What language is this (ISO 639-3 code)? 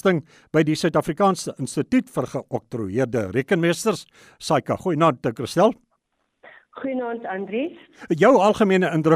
afr